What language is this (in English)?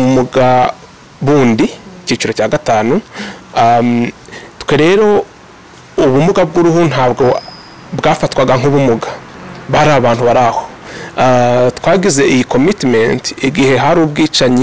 Kinyarwanda